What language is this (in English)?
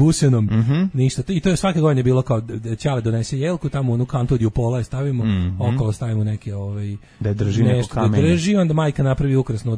Serbian